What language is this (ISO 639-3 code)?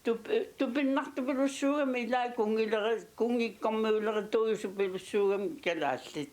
kal